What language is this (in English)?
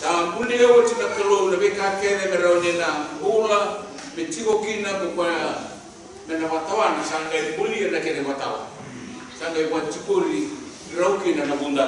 Fijian